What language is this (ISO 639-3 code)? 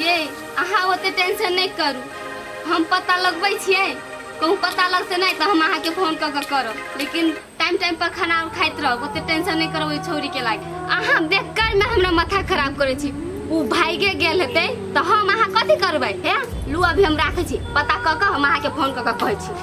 mai